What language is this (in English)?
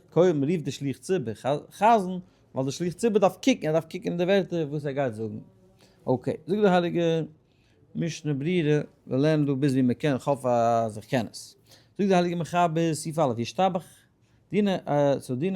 Yiddish